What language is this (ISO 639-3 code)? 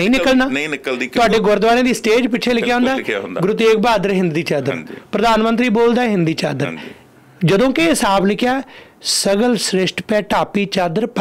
pan